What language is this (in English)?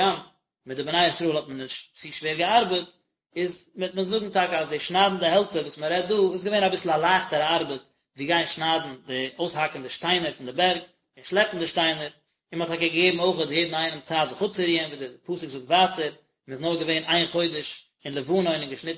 Yiddish